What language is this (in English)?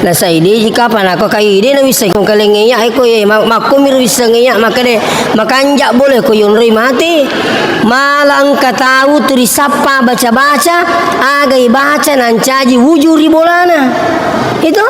Buginese